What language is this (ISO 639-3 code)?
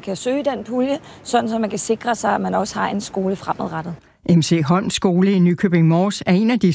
dan